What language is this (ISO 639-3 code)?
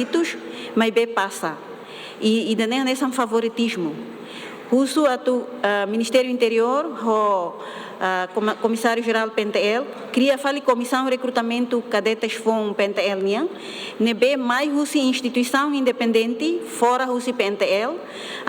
tet